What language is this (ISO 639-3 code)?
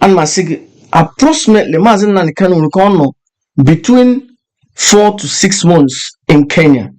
ibo